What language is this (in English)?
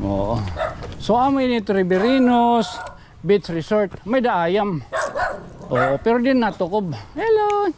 Waray